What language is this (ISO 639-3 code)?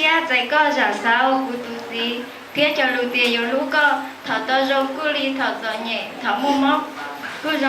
hmn